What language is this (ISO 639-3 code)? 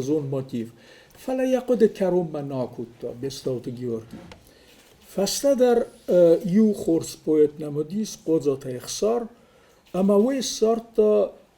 oss